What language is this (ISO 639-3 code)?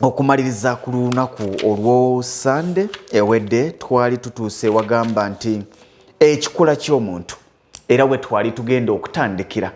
lug